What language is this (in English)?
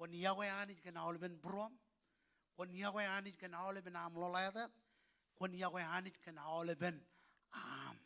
Marshallese